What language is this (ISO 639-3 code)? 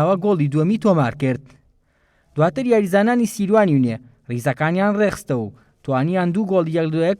ckb